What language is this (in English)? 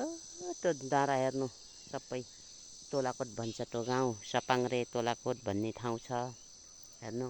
Nepali